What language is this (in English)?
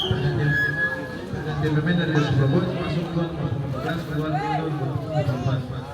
Ambonese Malay